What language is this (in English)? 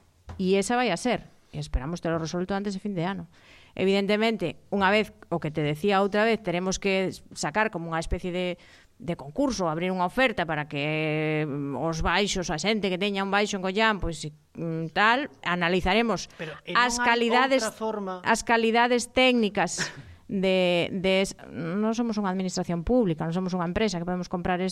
Galician